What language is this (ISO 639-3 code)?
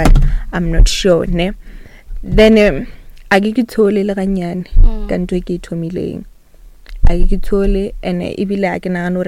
nso